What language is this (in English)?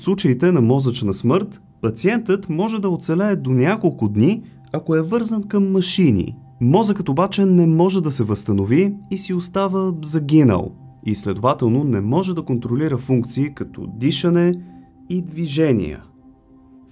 Bulgarian